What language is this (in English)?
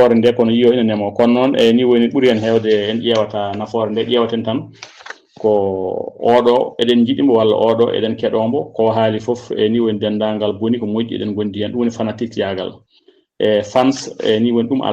Fula